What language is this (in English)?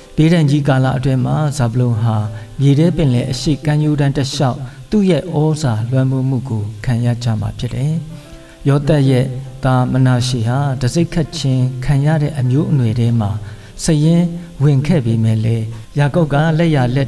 Burmese